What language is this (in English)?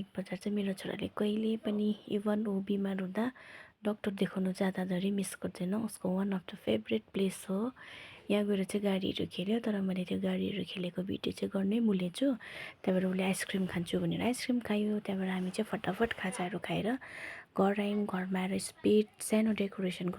Nepali